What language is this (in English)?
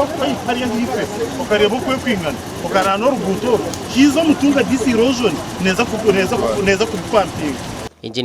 Nyankole